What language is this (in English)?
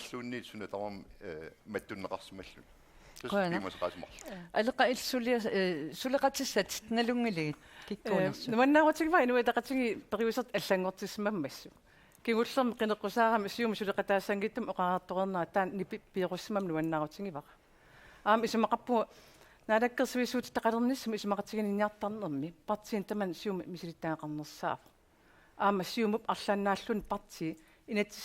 Kalaallisut